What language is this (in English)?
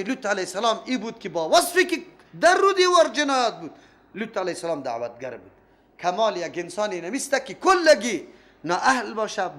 Persian